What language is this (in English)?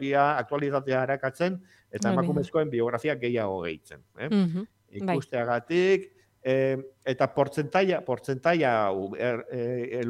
Basque